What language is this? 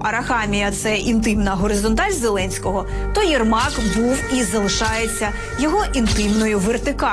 Ukrainian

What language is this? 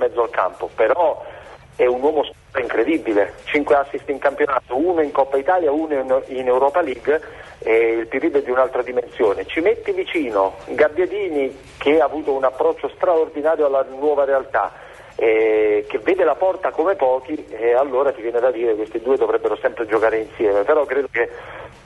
Italian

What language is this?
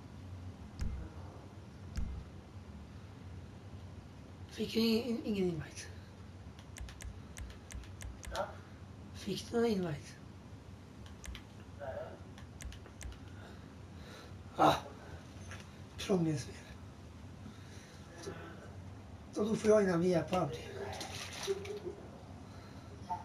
Swedish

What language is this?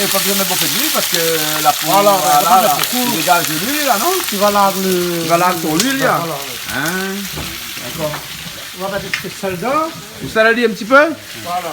Réunion Creole French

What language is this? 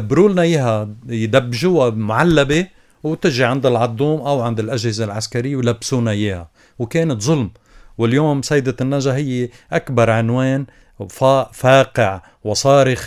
North Levantine Arabic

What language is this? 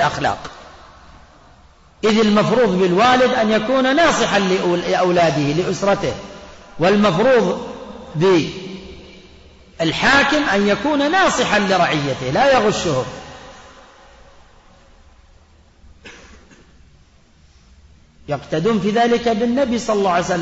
Arabic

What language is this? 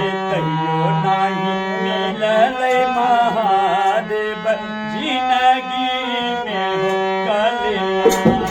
Maithili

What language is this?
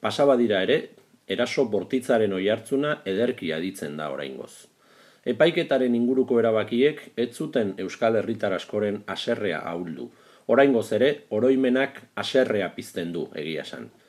Basque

